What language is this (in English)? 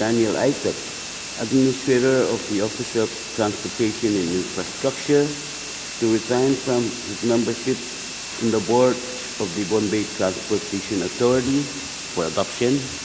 Pohnpeian